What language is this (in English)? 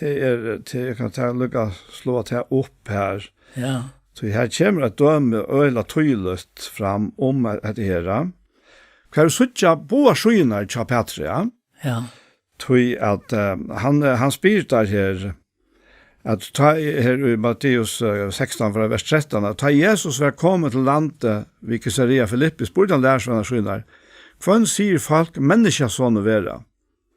Faroese